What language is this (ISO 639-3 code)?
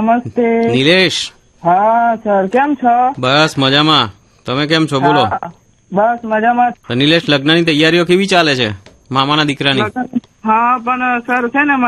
guj